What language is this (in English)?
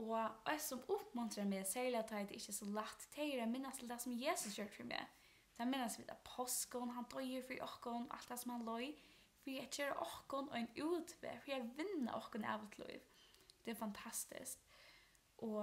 Faroese